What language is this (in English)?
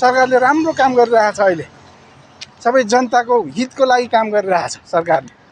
Nepali